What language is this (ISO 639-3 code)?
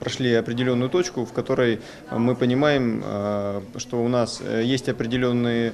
crh